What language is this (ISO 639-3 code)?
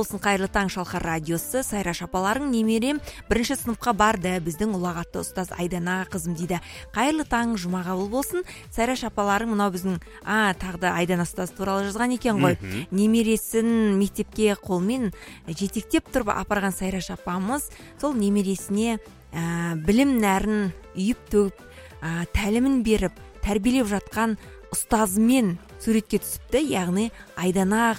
kaz